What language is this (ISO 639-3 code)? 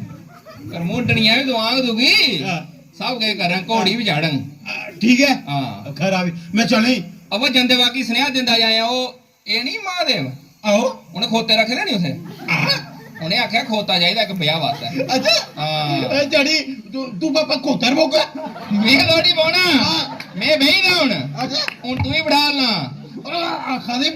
doi